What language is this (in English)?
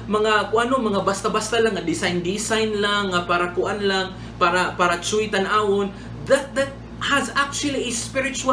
Cebuano